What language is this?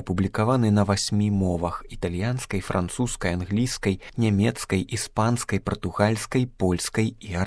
Belarusian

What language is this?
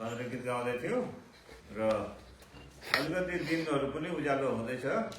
Nepali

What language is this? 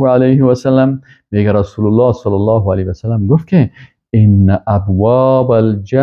Persian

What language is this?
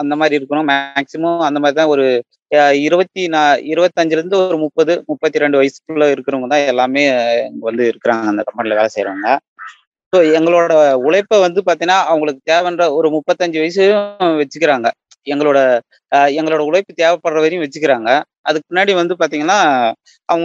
Tamil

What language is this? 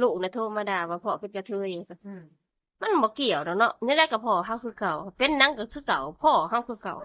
Northeastern Thai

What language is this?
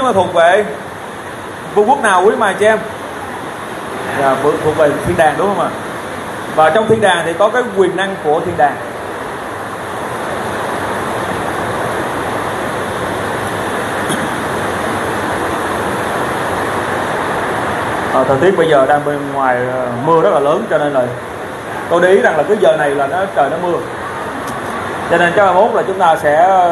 Vietnamese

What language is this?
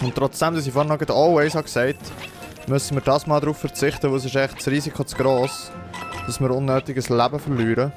Swiss German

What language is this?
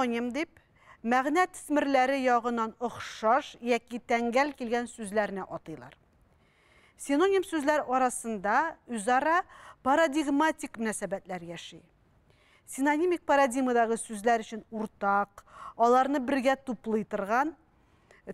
Tatar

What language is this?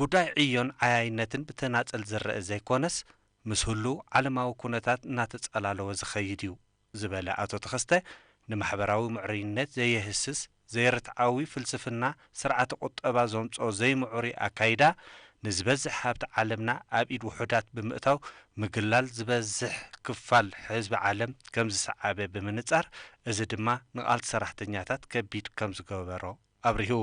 Tigrinya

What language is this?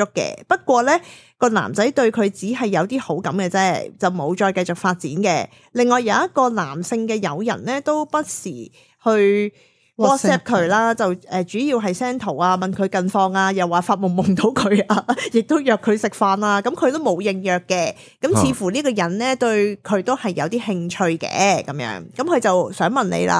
Cantonese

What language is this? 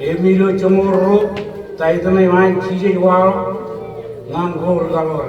Marshallese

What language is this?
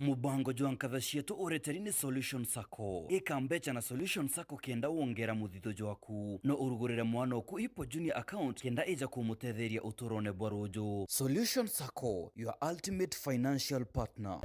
Meru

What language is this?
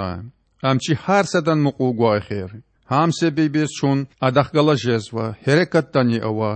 Lezghian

